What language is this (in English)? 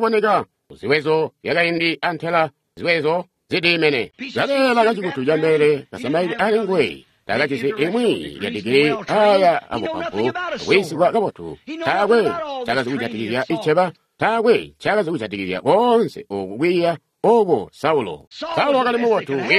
Tonga (Zambia)